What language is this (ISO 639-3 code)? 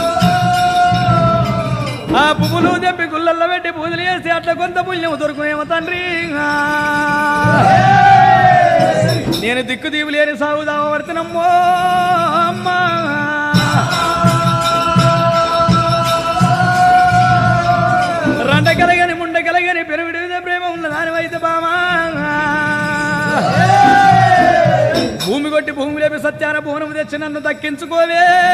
tel